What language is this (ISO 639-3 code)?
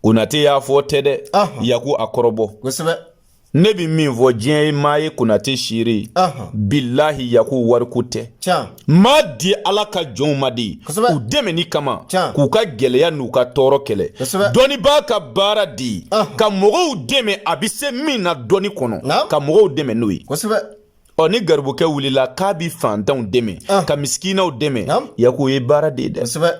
bam